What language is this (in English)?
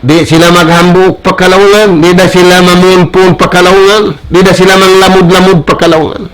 Tausug